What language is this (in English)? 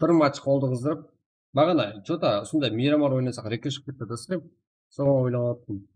Kara-Kalpak